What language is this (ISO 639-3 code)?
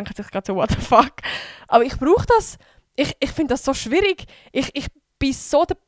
gsw